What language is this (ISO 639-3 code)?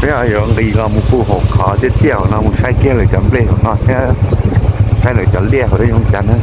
hmn